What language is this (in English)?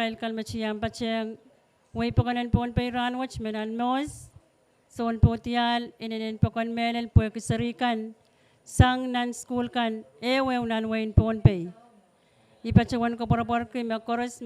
Pohnpeian